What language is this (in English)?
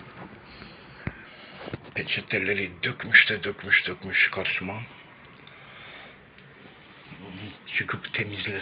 Turkish